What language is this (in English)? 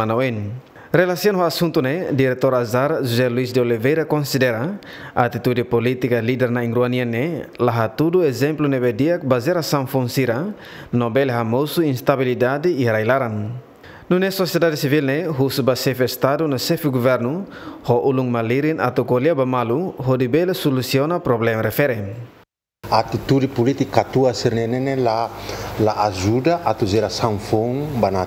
Tetum